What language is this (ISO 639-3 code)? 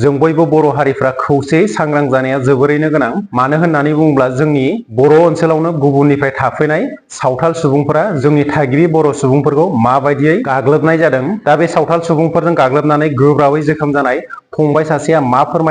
brx